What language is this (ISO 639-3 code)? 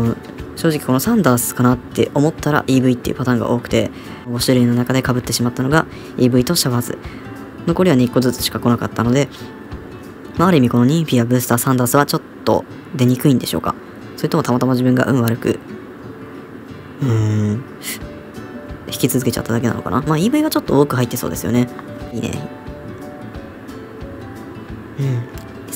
jpn